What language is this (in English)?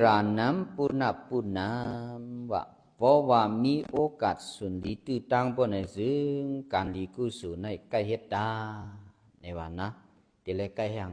Shan